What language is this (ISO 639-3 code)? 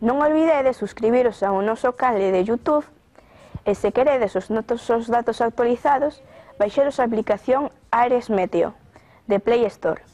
glg